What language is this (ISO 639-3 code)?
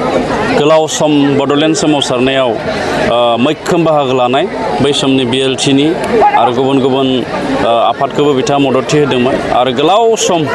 brx